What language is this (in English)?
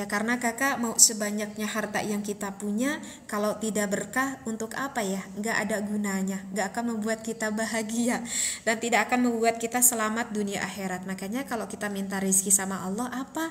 Indonesian